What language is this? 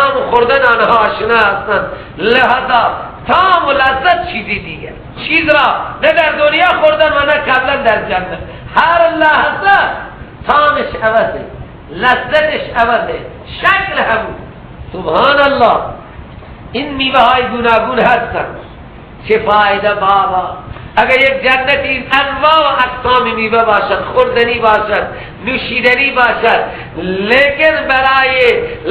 Persian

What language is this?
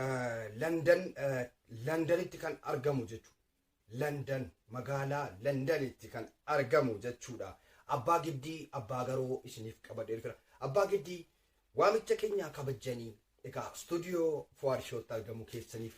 Oromo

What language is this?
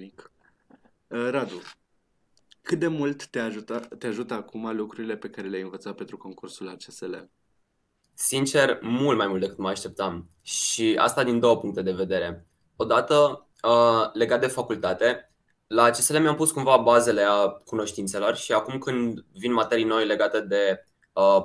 Romanian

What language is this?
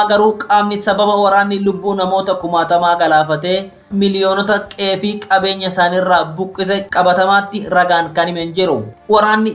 Oromo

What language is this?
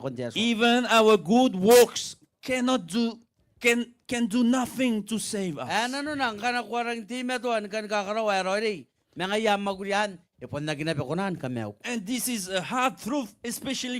Gilbertese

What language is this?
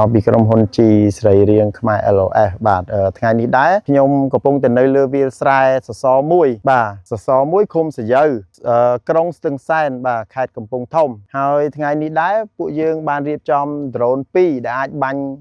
Khmer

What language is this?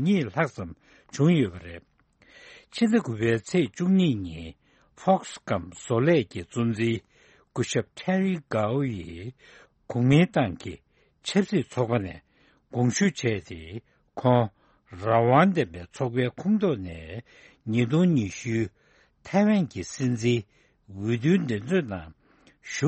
Tibetan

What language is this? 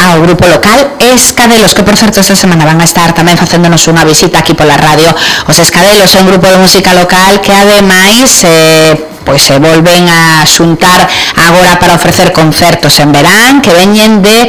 Galician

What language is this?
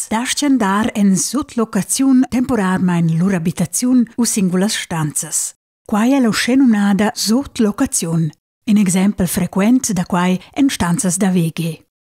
Romansh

